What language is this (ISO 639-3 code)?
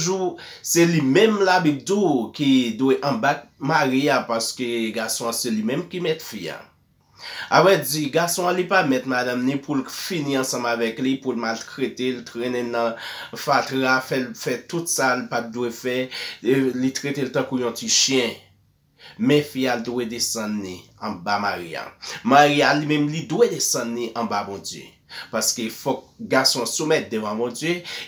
hat